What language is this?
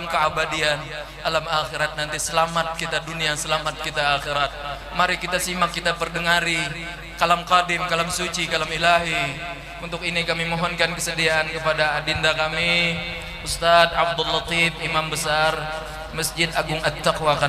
Banjar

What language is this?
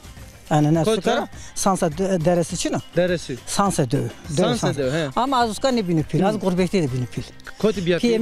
Zaza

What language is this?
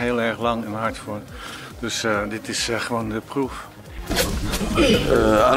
Dutch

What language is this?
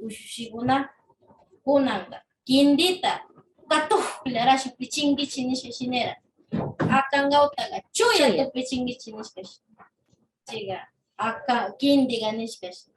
Northern Pastaza Quichua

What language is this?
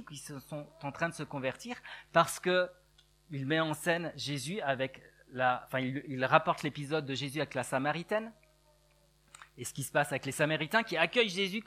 French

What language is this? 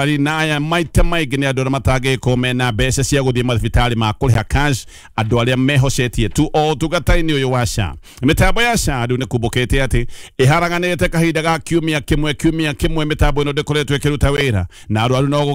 Kikuyu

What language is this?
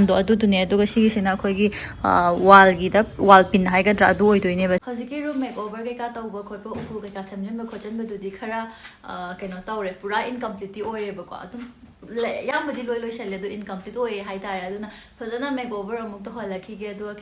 Manipuri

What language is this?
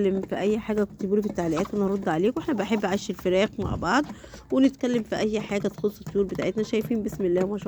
Egyptian Arabic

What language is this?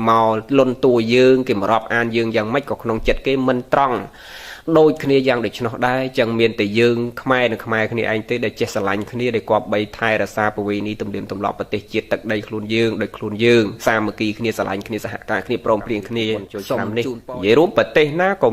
Khmer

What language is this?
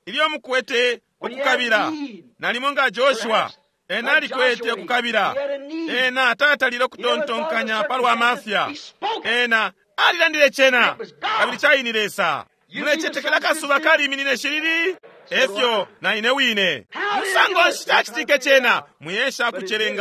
Bemba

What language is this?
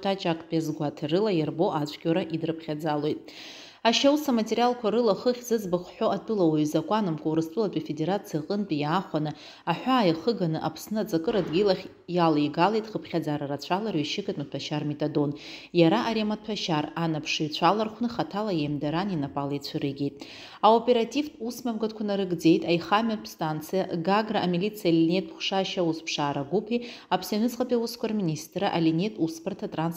Abkhazian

